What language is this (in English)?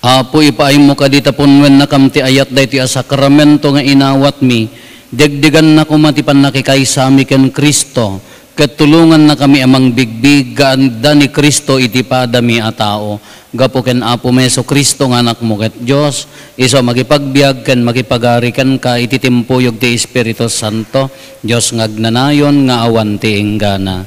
Iloko